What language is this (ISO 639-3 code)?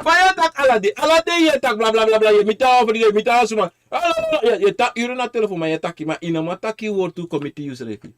srn